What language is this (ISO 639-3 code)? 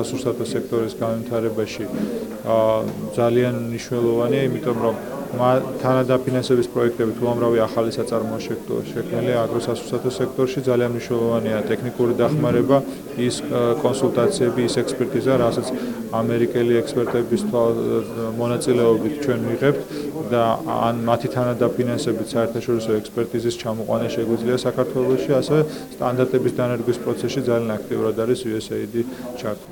kat